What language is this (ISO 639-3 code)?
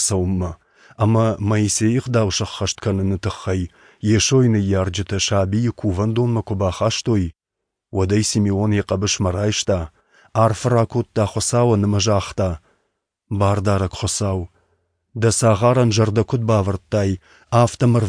oss